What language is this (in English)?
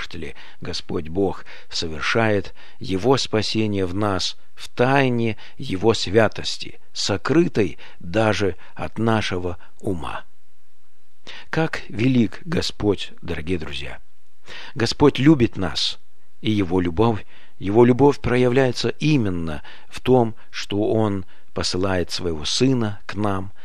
Russian